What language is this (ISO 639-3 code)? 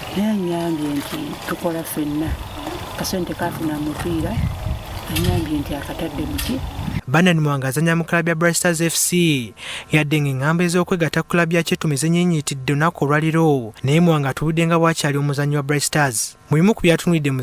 lug